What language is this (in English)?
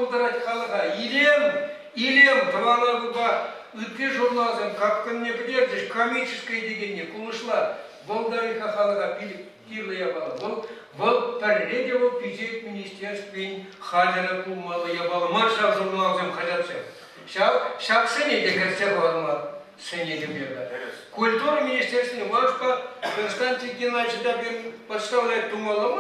Chuvash